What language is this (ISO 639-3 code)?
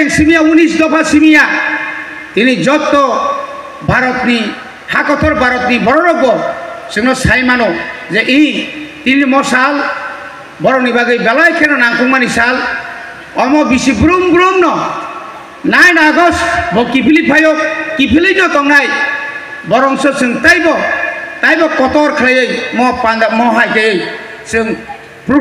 trp